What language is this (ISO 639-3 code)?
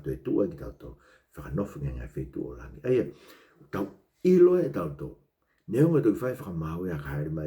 ton